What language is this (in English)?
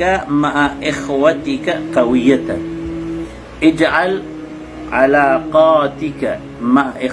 Maranao